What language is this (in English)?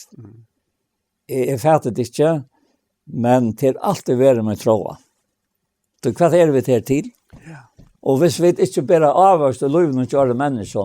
Faroese